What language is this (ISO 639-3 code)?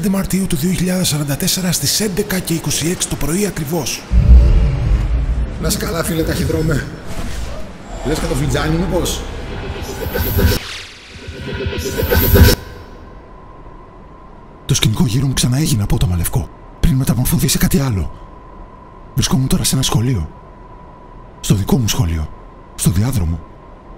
ell